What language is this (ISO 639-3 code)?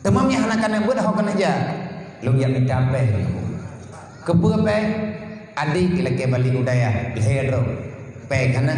ace